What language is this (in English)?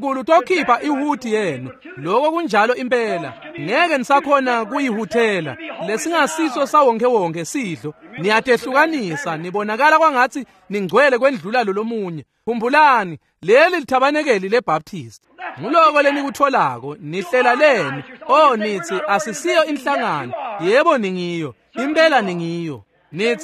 Swati